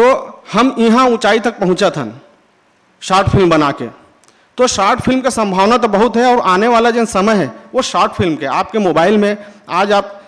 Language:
Chhattisgarhi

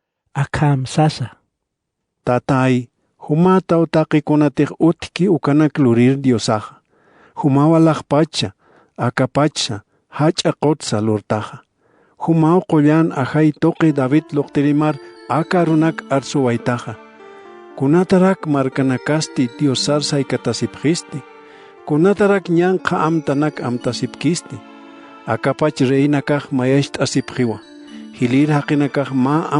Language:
Aymara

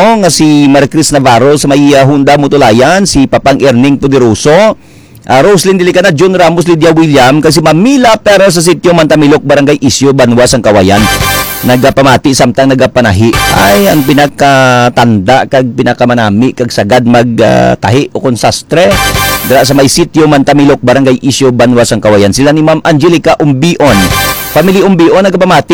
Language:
Hiligaynon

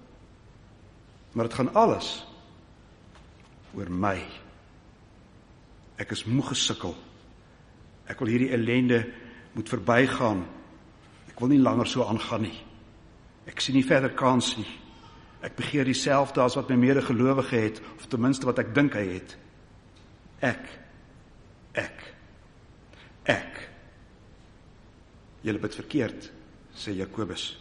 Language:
Afrikaans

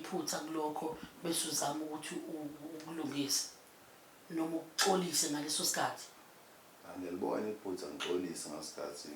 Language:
Zulu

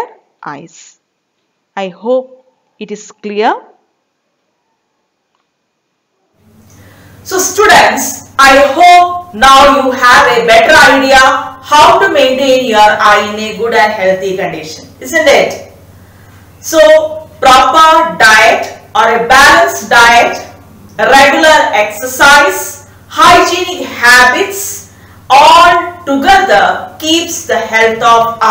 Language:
English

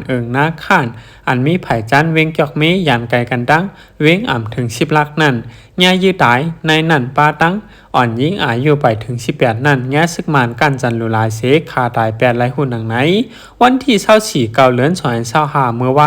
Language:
Shan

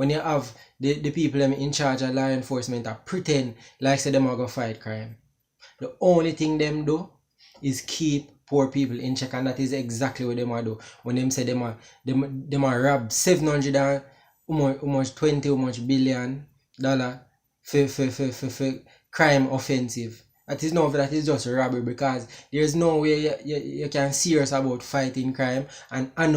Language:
Jamaican Creole English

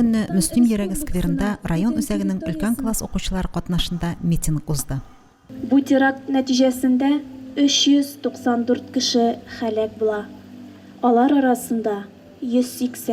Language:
Tatar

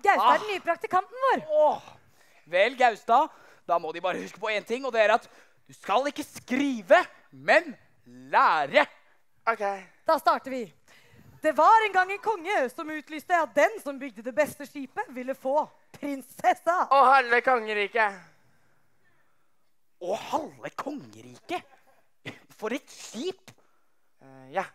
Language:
Norwegian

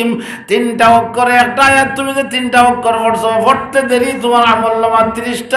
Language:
Sylheti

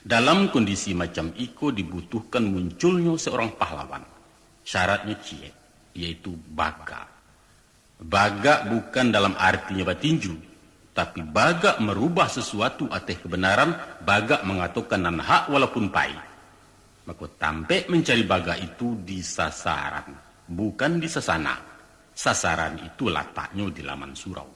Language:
Minangkabau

